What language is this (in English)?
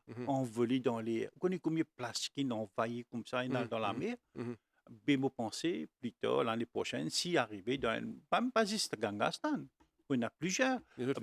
Morisyen